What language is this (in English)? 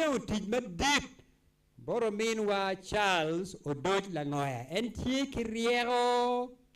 Acoli